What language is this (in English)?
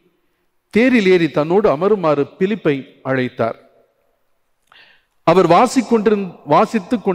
Tamil